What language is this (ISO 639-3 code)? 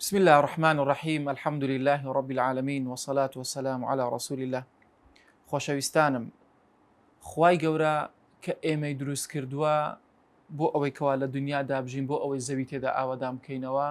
ckb